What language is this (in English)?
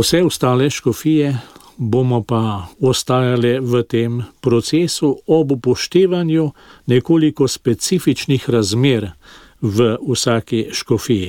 Slovenian